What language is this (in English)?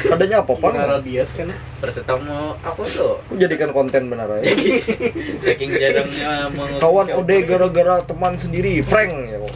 Banjar